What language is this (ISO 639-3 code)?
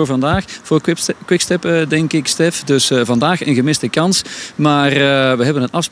nld